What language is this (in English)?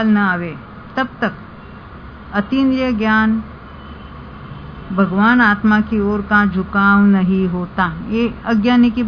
Hindi